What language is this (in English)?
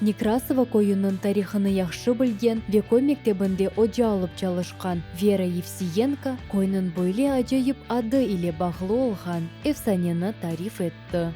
Crimean Tatar